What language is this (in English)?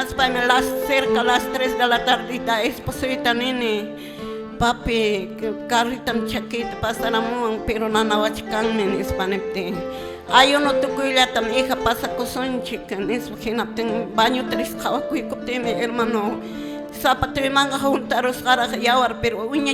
Quechua